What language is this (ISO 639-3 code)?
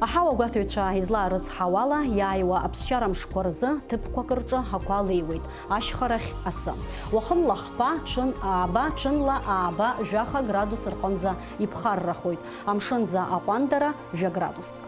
abk